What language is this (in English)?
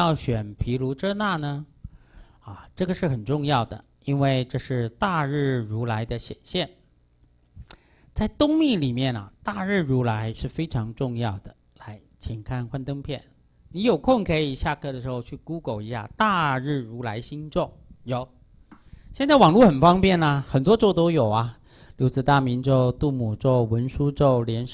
Chinese